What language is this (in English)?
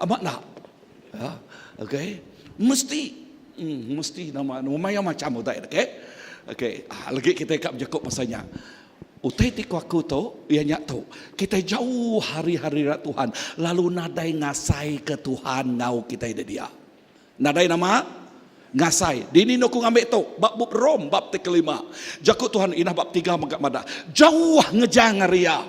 Iban